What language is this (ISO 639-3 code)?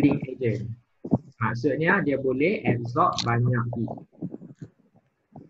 msa